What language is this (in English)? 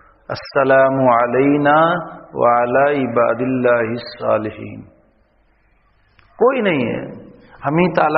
Urdu